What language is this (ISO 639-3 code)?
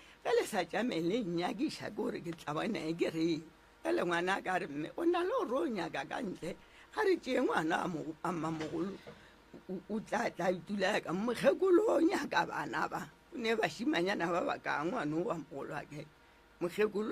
nso